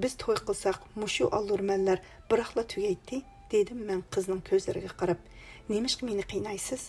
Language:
Uyghur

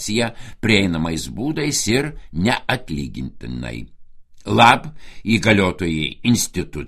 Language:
Lithuanian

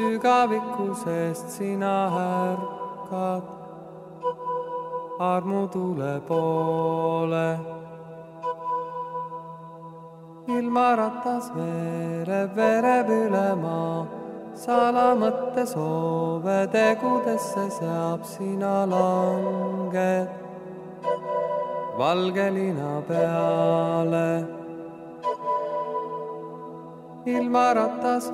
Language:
Estonian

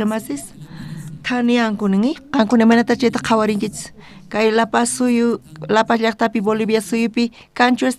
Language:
South Bolivian Quechua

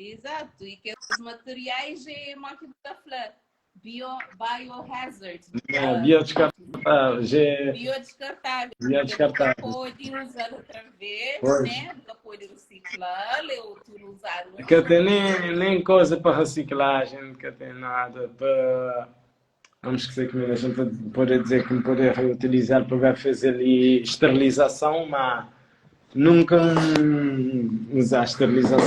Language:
Kabuverdianu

